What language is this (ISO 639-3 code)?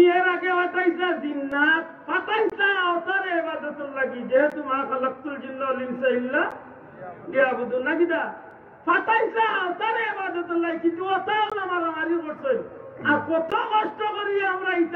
syl